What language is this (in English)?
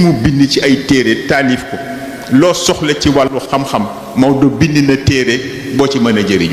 Wolof